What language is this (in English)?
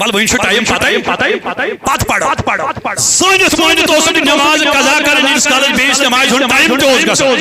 Kashmiri